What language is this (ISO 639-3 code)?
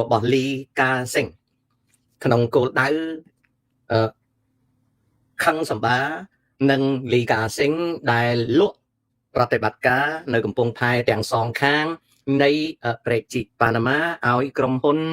khm